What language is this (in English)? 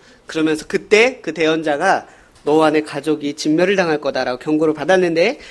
Korean